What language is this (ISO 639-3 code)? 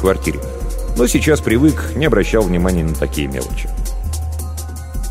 rus